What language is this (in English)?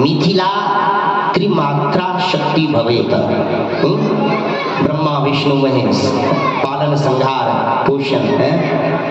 Maithili